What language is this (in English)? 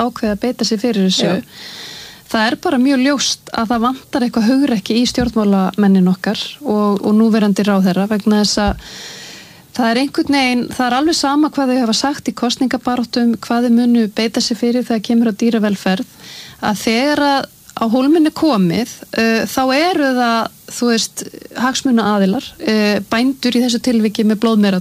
Icelandic